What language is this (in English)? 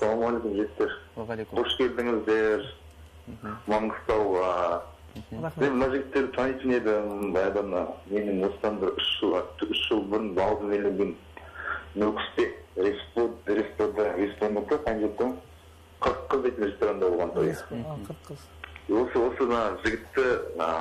Kara-Kalpak